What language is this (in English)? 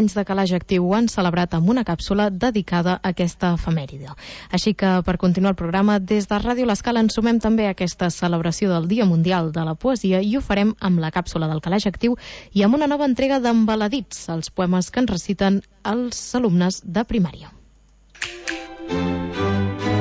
Catalan